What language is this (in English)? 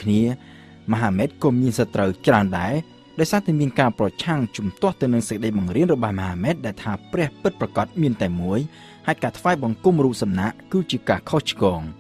Khmer